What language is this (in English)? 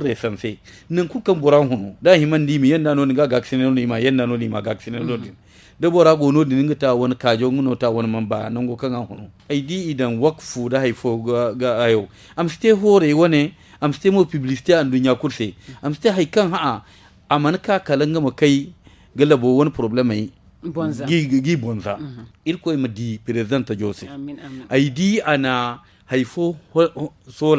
Zarma